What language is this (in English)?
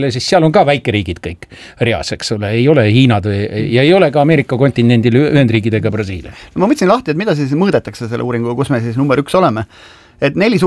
Estonian